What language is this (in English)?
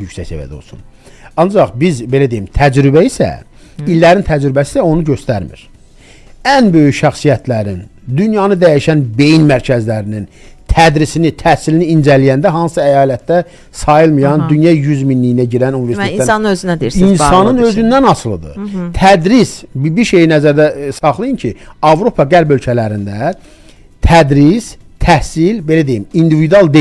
Azerbaijani